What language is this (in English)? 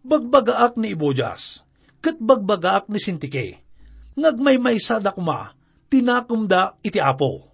Iloko